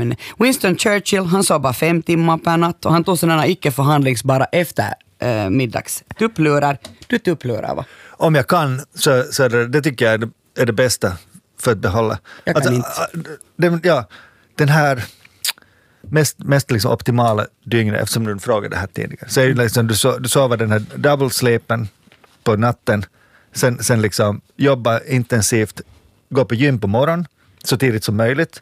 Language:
Swedish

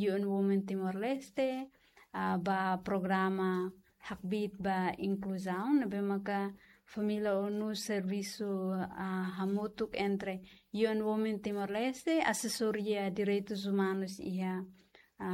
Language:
Tetum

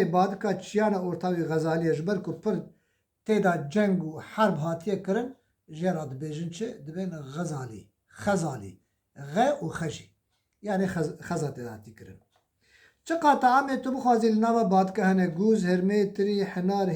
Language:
Kurdish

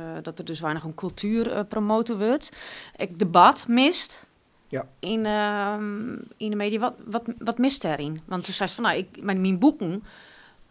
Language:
Western Frisian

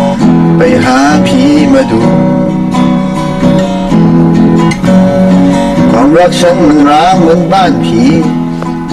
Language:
Filipino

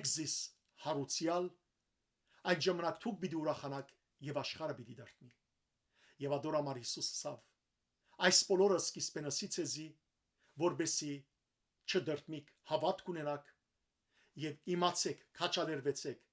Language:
Western Armenian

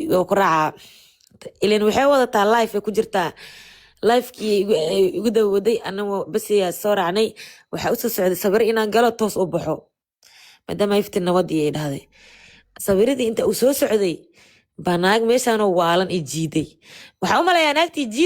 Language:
Somali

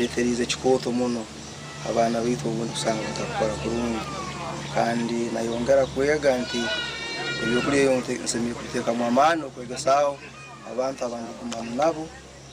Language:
Nyankole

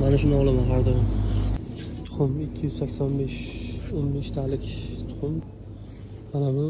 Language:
Uzbek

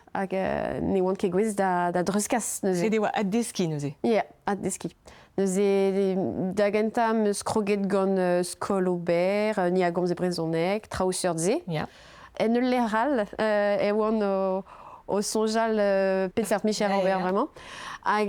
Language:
Breton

